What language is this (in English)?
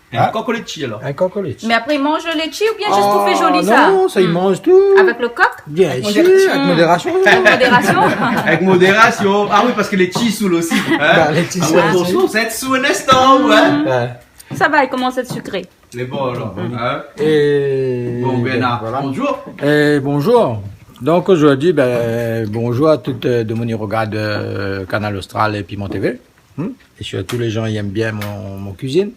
Réunion Creole French